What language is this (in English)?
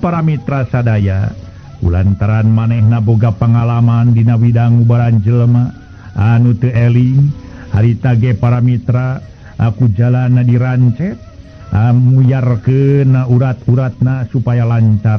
Sundanese